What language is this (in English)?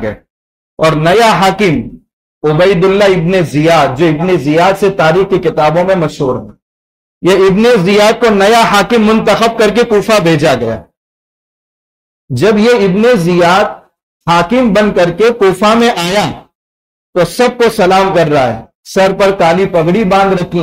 Urdu